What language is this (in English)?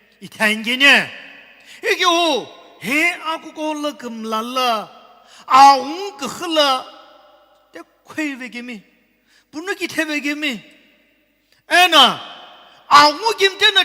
Sumi Naga